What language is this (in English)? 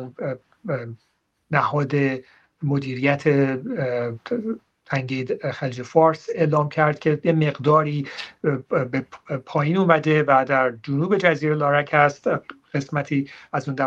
Persian